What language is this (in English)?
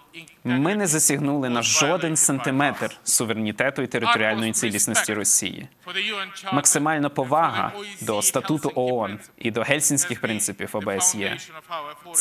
Ukrainian